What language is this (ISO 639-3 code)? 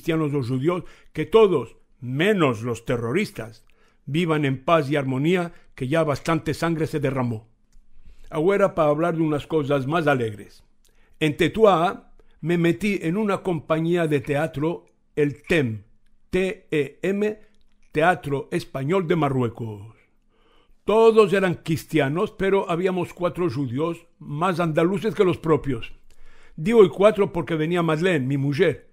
lad